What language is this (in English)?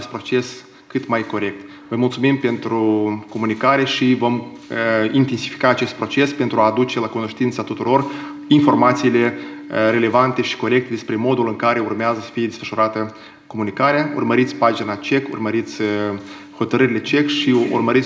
Romanian